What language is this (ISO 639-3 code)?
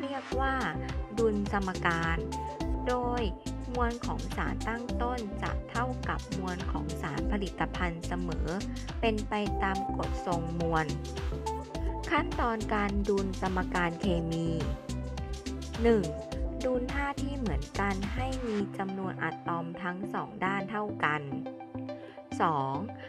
tha